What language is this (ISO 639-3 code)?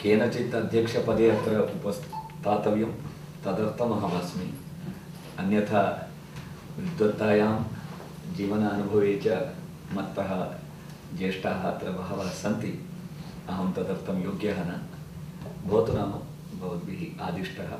san